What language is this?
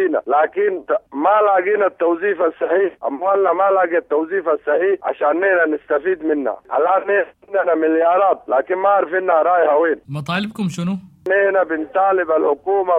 Sudanese Arabic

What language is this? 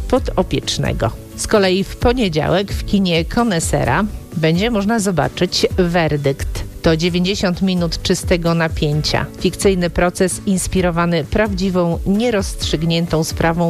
Polish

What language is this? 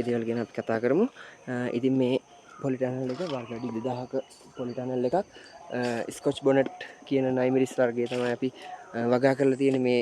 Sinhala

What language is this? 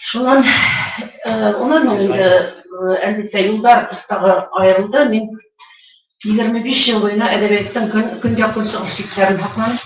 Bashkir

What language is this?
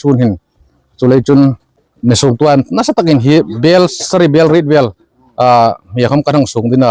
Hmar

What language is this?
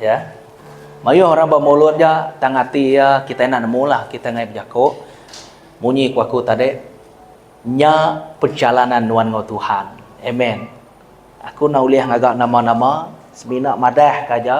Iban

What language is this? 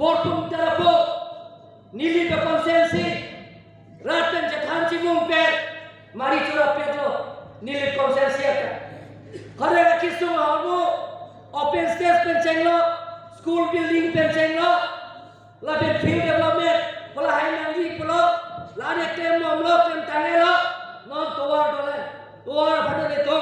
Karbi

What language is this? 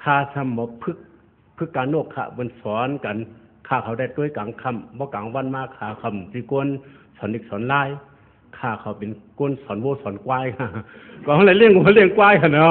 Shan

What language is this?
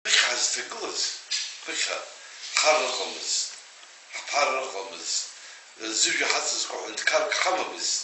Abkhazian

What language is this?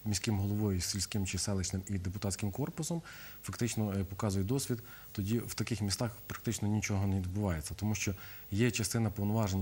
Ukrainian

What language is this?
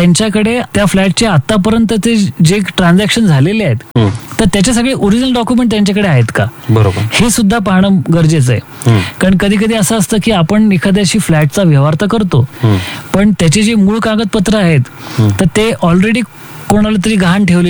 Marathi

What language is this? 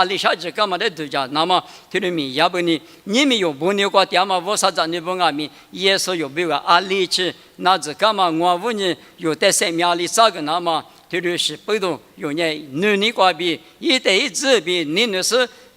Lisu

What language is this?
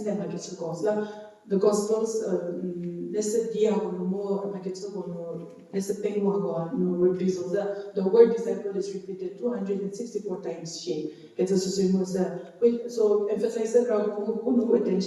Angami Naga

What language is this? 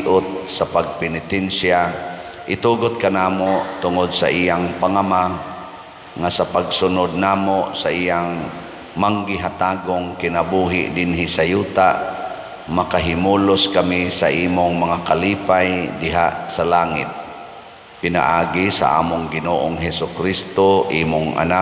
Cebuano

